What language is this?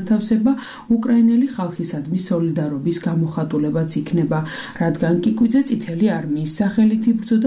Georgian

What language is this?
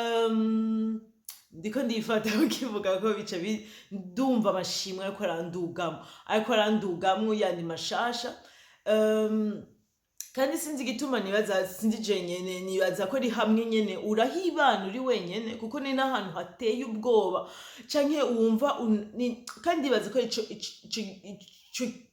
Rundi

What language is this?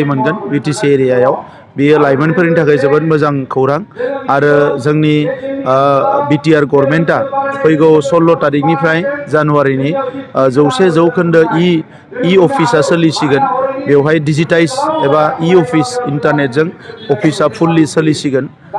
Bodo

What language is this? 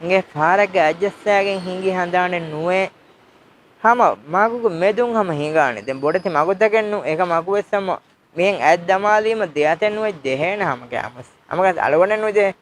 Divehi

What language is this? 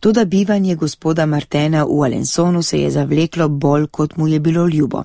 Slovenian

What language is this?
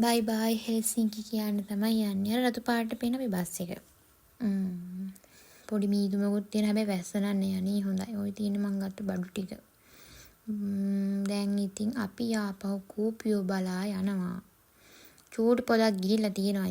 Sinhala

